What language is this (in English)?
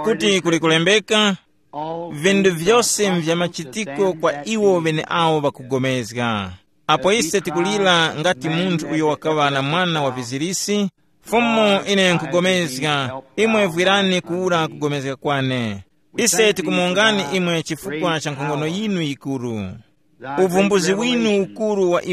Tumbuka